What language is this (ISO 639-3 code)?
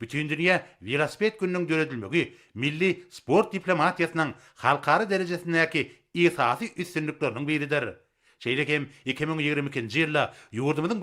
tuk